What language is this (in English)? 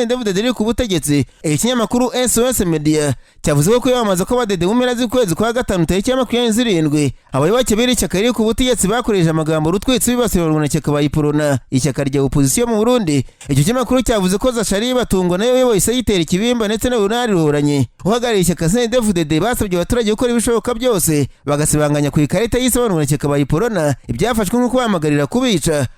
Kinyarwanda